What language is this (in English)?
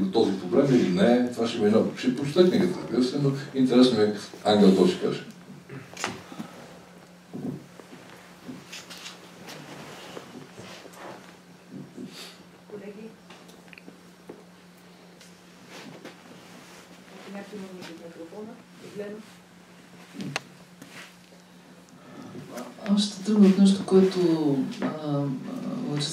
Bulgarian